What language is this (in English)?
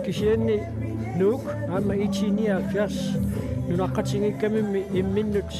Kalaallisut